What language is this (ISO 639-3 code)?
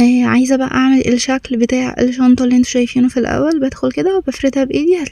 arz